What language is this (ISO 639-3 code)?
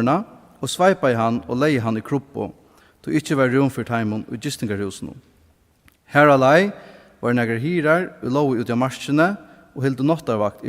fao